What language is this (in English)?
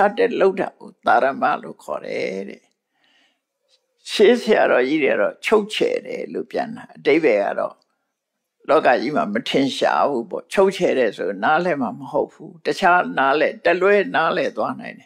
Burmese